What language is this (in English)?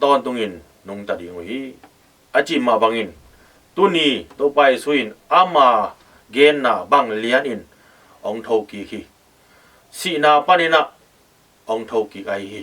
Tedim Chin